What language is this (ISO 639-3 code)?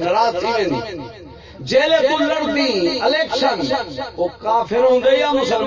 skr